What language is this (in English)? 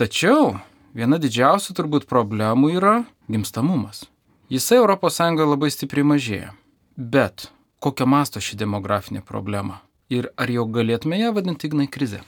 Lithuanian